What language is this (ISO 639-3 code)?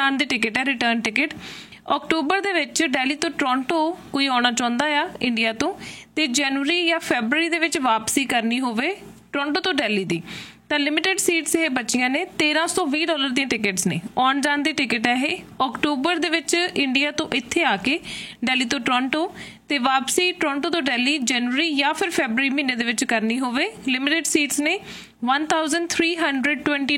pan